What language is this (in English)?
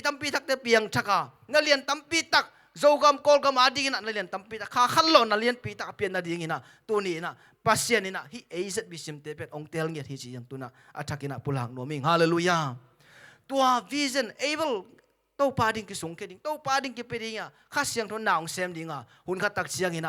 Tedim Chin